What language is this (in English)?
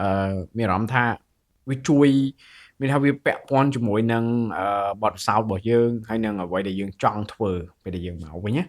Khmer